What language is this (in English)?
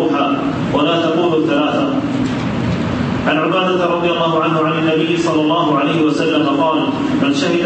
Arabic